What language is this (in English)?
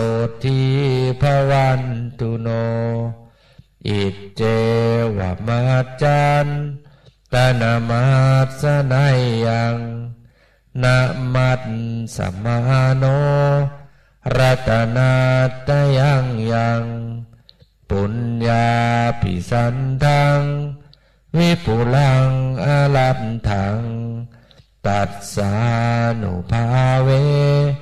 Pali